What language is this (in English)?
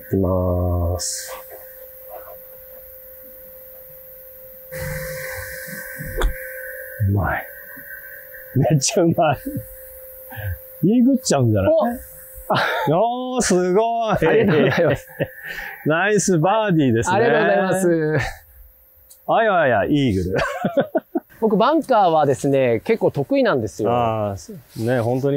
Japanese